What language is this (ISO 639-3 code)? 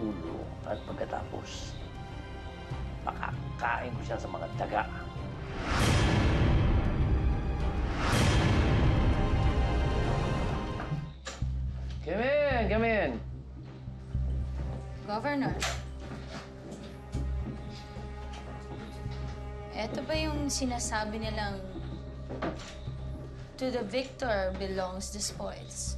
fil